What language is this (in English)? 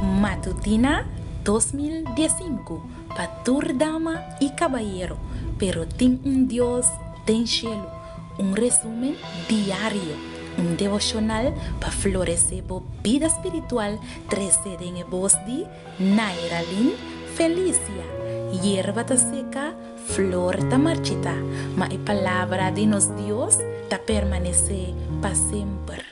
Papiamento